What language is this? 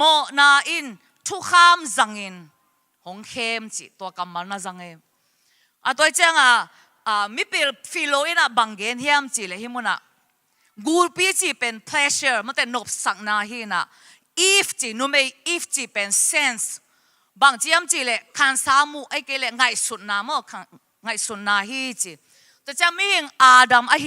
Tedim Chin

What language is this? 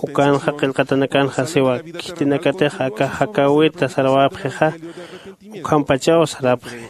Aymara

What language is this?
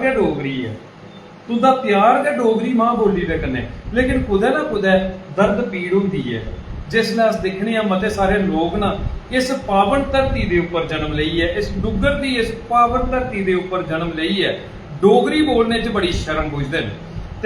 Dogri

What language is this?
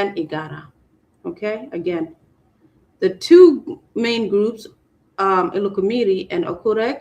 Acoli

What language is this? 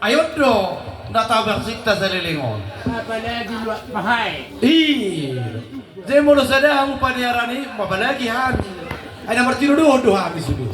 Batak Toba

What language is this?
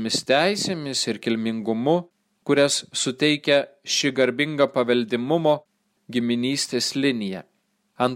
Lithuanian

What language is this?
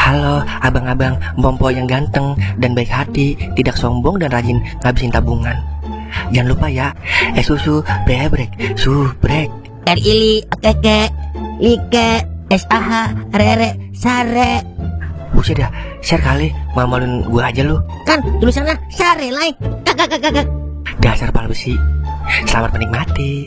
Betawi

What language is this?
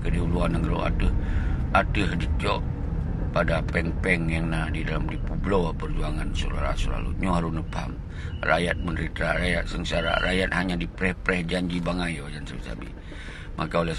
Achinese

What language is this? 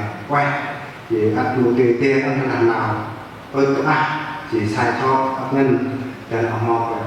Central Mnong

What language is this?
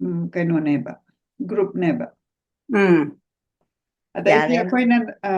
Manipuri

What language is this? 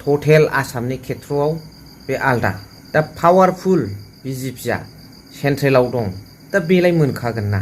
Bodo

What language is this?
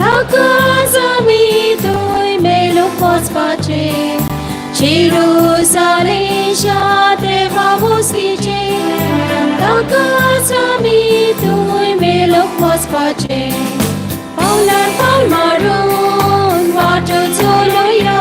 Konkani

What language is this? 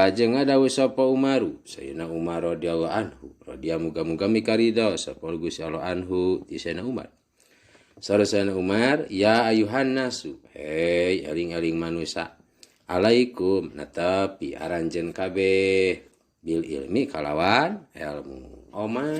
Sundanese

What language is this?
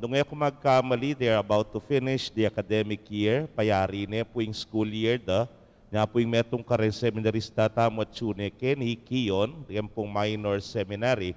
Pampanga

